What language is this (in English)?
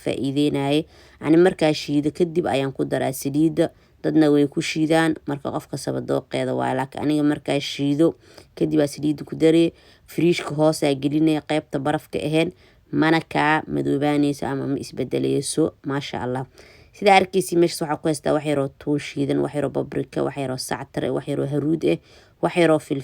Somali